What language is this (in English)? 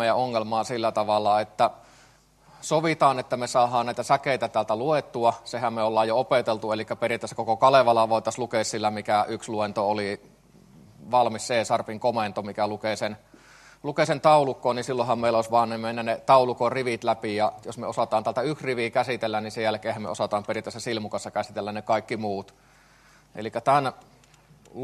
Finnish